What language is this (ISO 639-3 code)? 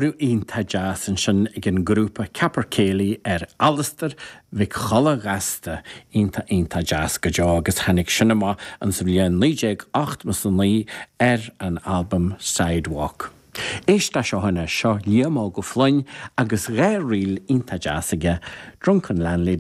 gle